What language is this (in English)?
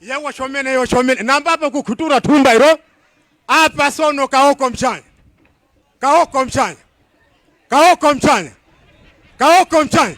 Tumbuka